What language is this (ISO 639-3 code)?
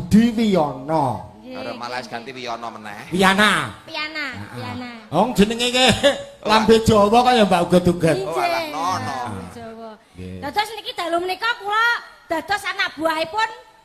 jav